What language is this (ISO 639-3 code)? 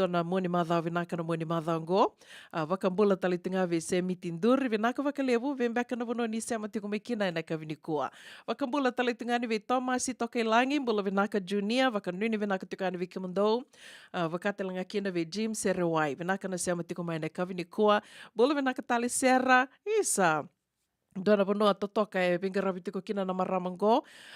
fij